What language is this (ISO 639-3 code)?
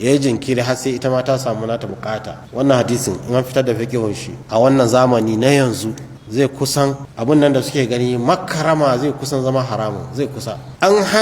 hau